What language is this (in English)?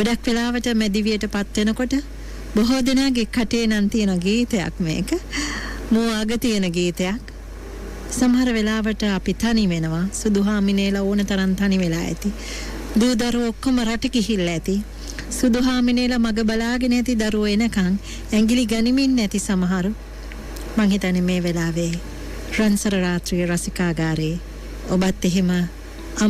Sinhala